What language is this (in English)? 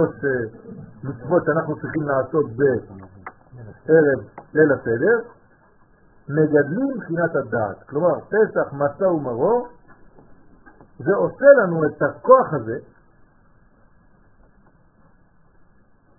Hebrew